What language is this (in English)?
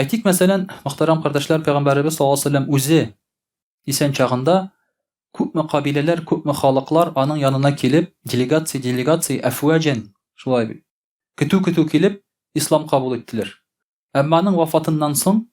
Tatar